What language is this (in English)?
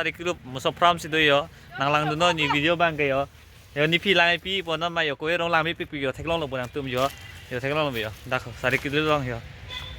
Karbi